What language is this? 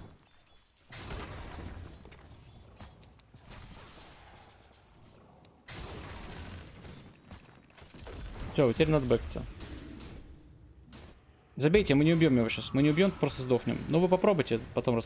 Russian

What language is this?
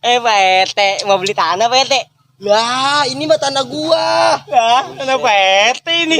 Betawi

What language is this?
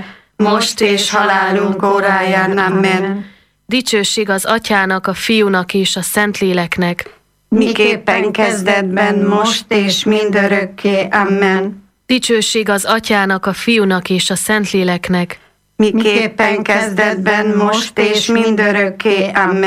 Hungarian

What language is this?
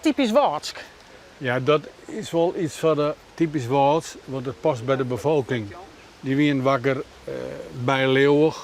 Western Frisian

